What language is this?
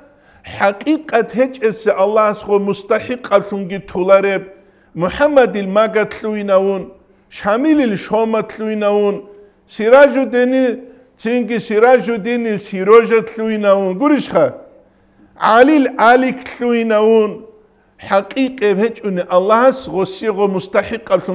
Avaric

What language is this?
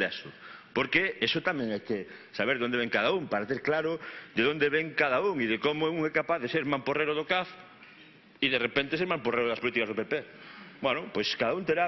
Galician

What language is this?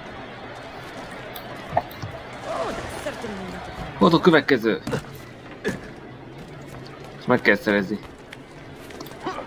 Hungarian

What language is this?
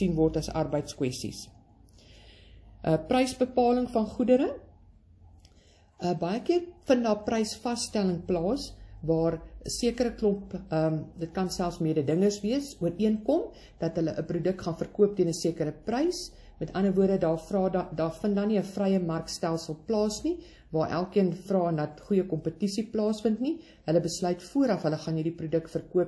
Afrikaans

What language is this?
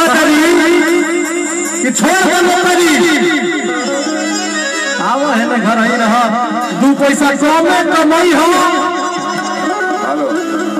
Bhojpuri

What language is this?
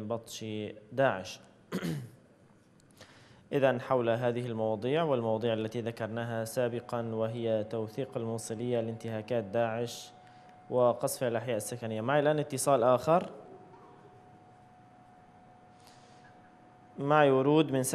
Arabic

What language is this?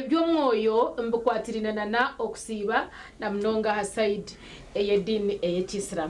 Nyankole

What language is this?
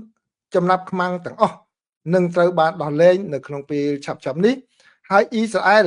Khmer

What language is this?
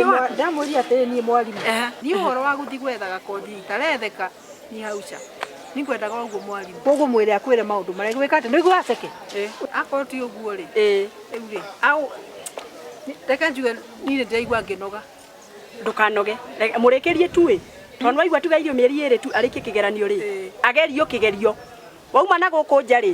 Kikuyu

